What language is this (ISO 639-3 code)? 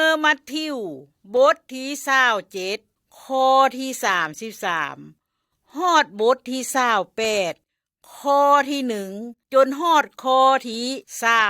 lao